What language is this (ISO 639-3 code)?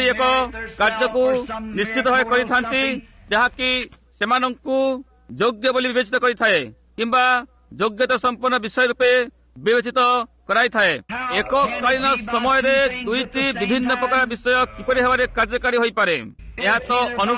ori